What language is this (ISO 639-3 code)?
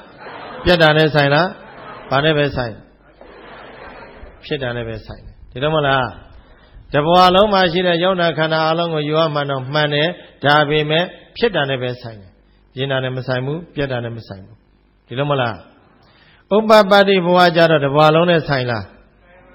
mya